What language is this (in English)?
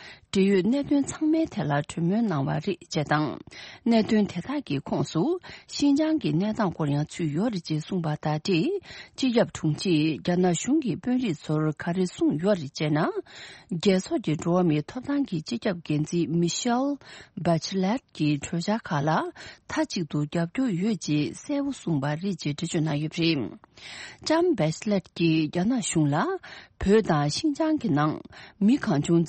Tibetan